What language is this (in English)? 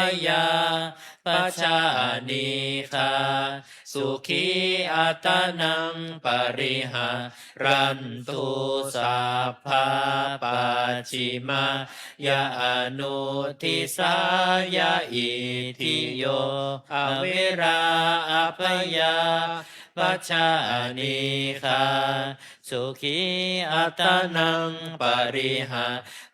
Pali